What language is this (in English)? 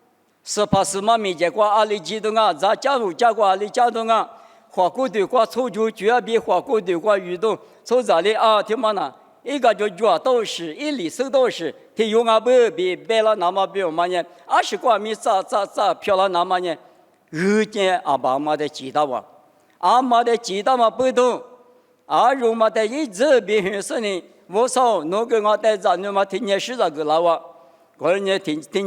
Lisu